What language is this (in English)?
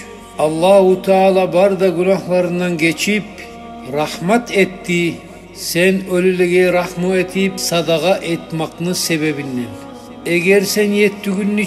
Kumyk